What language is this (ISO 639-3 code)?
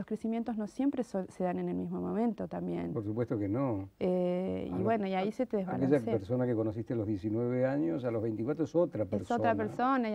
spa